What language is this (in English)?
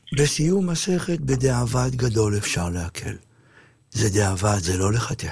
Hebrew